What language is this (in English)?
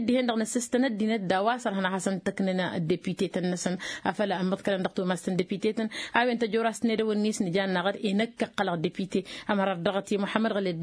Tamasheq